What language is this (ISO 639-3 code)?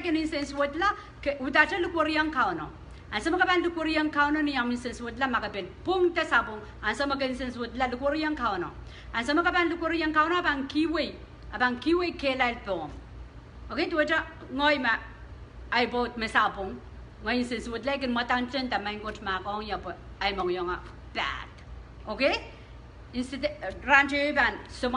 pon